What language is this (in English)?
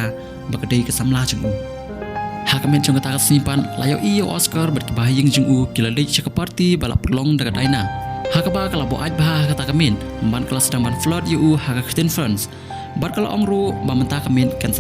Khasi